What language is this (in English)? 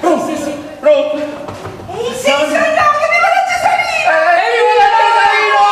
Neapolitan